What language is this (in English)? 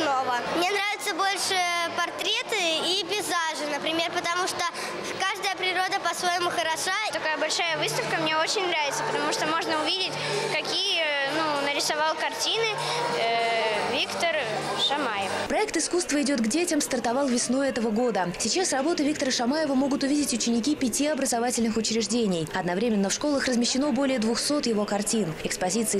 Russian